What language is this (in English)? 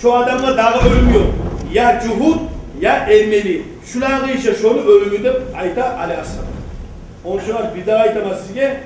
Kumyk